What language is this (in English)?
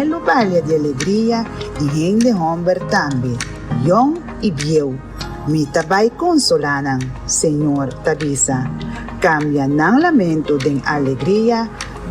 Papiamento